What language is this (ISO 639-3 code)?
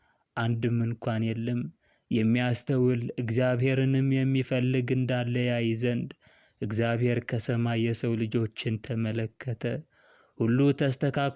amh